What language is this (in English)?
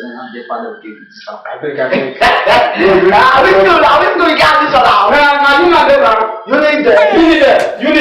Nigerian Pidgin